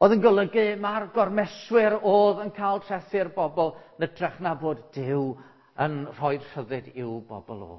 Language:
Welsh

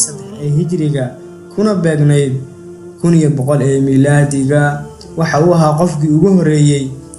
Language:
Somali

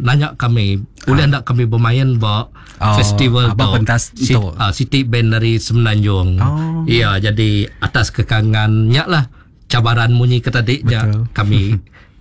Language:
Iban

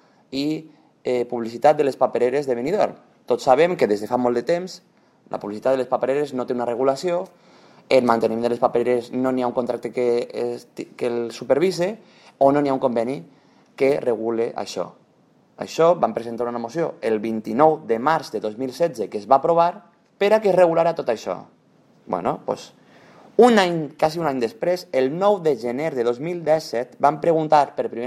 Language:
Catalan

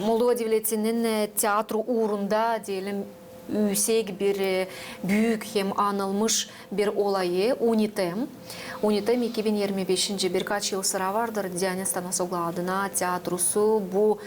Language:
Gagauz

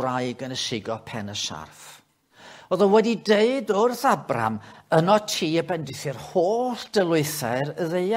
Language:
Welsh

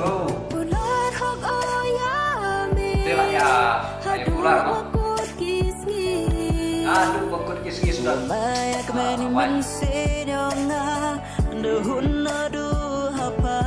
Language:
Khasi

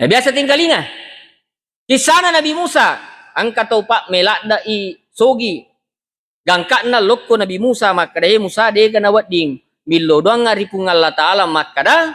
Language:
Buginese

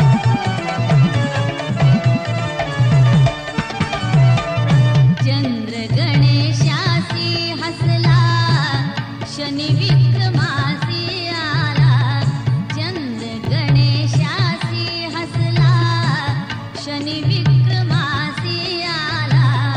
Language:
Marathi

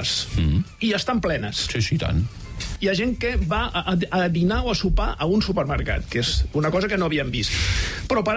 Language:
Catalan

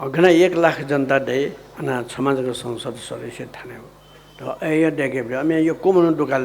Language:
Newari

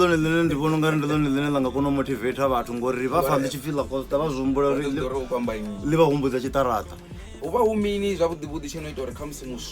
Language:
Venda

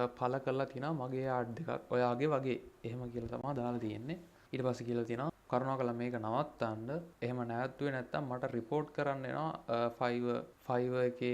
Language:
Sinhala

